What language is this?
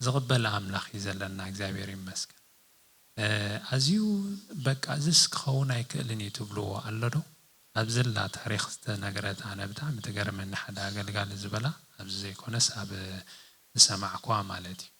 Tigrinya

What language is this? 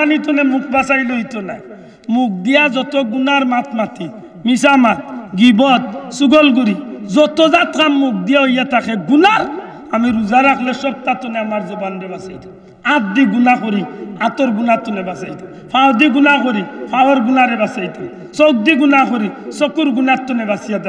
Sylheti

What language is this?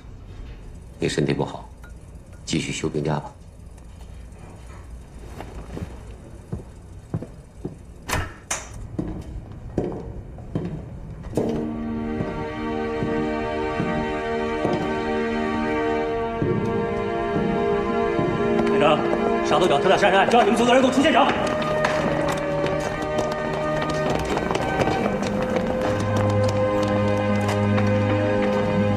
Chinese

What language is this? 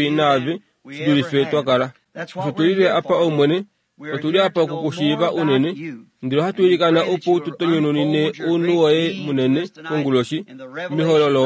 Kuanyama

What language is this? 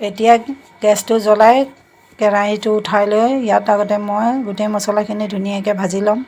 Assamese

